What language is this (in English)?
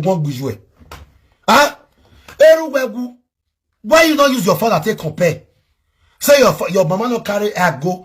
Nigerian Pidgin